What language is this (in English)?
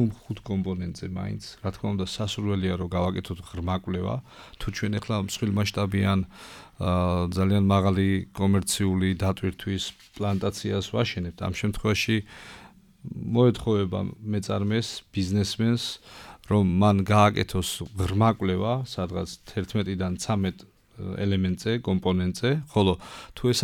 Georgian